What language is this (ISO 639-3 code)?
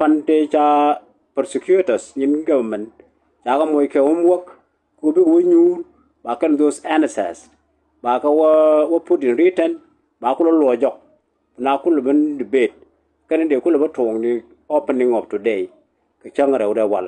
nus